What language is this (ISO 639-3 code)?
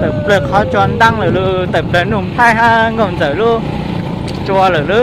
hmn